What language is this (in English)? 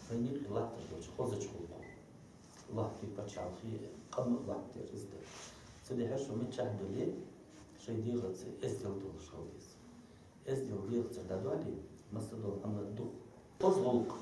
Ingush